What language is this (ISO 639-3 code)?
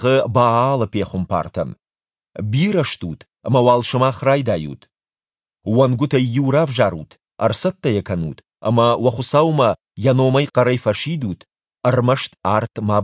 oss